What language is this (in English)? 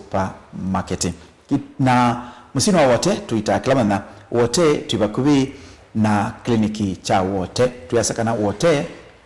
Kamba